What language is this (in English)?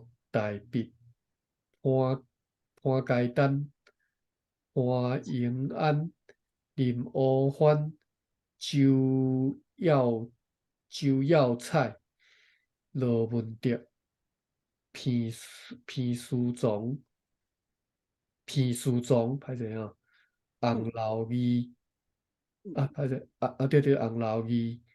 Min Nan Chinese